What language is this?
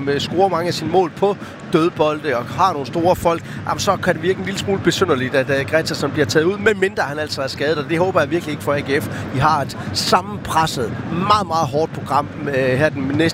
Danish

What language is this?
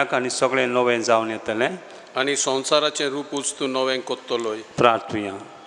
Konkani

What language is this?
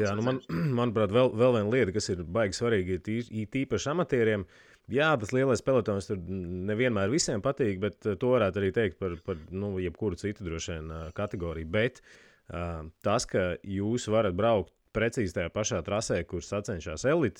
Latvian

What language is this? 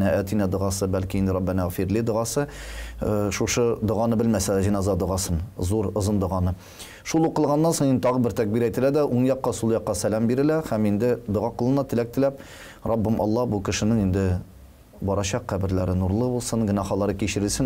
Tatar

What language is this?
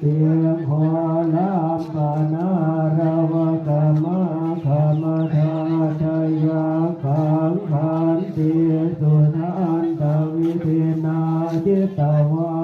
Pali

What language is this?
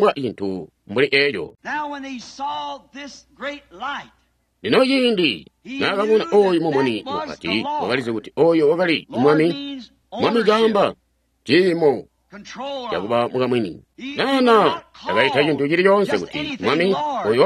Tonga (Zambia)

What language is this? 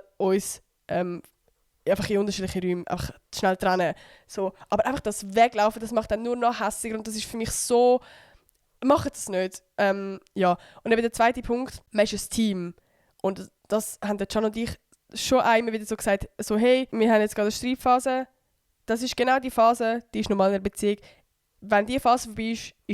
Swiss German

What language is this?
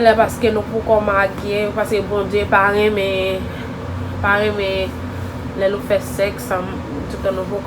Haitian Creole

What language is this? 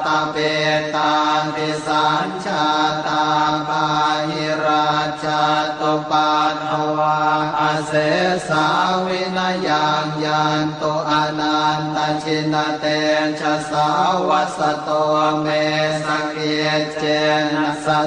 Pali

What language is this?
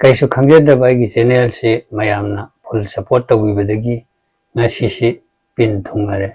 Manipuri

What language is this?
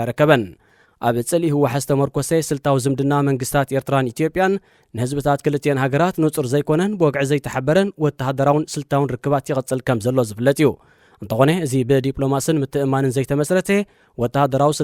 Tigrinya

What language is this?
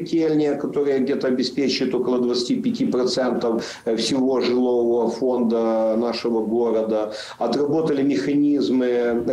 Russian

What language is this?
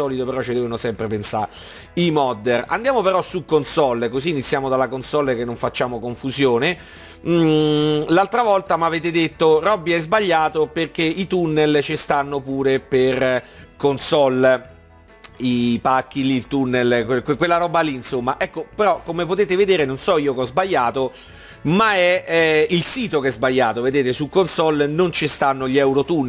Italian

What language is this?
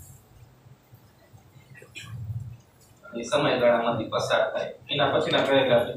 Gujarati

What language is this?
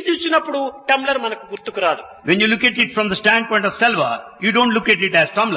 Telugu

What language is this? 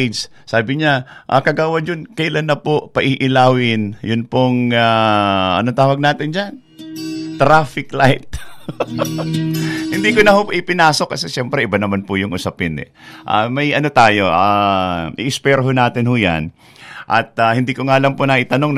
Filipino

